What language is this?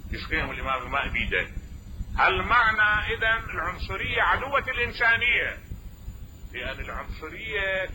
Mesopotamian Arabic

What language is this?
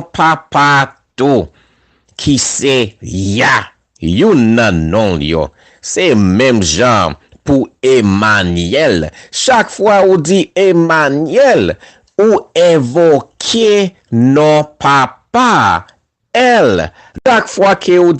Haitian Creole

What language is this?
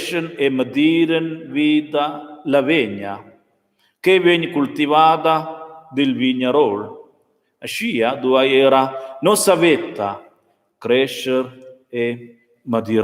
Romansh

